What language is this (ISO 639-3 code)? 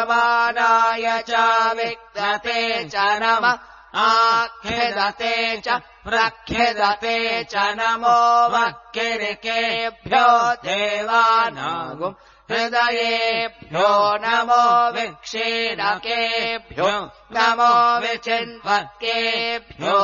san